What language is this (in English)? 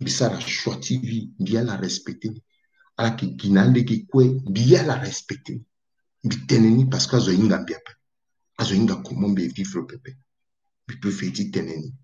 Sango